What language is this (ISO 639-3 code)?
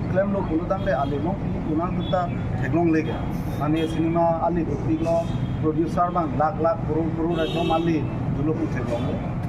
mjw